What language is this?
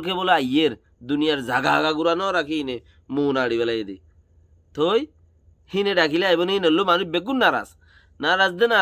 Rohingya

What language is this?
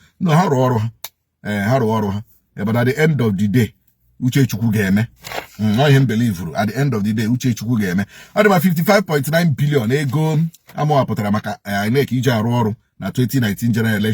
Igbo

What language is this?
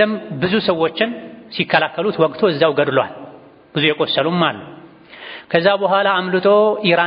Amharic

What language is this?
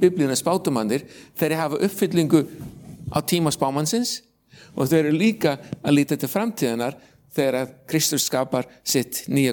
Icelandic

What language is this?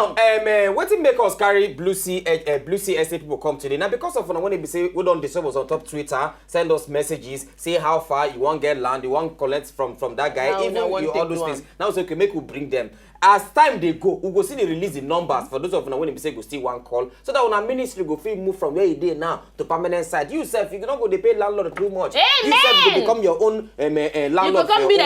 Nigerian Pidgin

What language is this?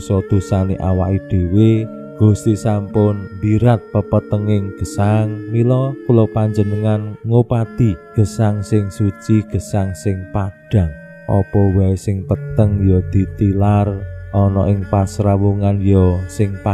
Javanese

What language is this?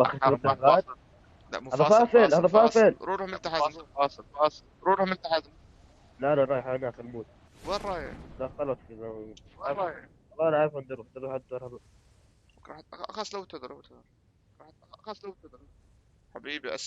North Levantine Arabic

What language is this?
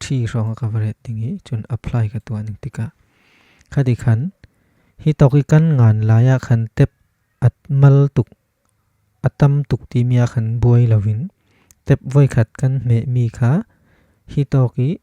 Falam Chin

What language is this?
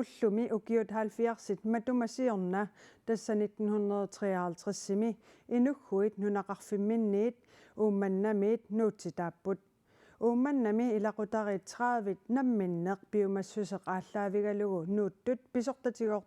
Kalaallisut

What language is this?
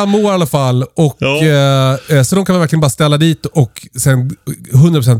Swedish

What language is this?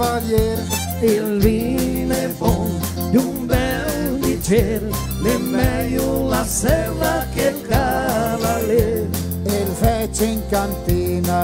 Venetian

